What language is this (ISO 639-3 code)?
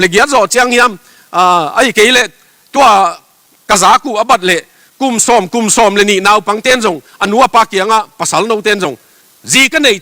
ctd